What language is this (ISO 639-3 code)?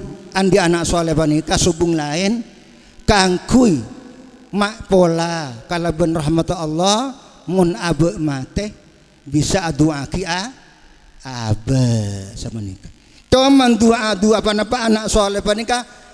mad